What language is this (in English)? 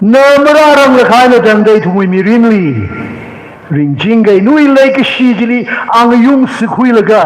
Tangkhul Naga (India)